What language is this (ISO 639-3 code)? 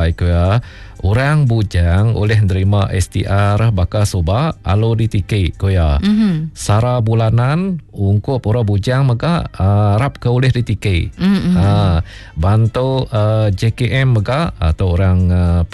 iba